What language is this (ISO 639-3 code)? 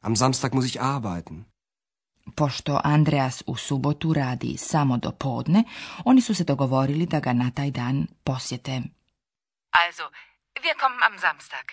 slv